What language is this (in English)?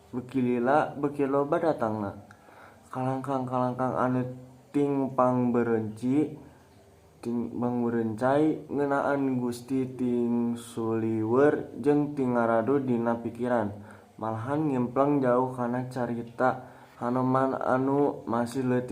Sundanese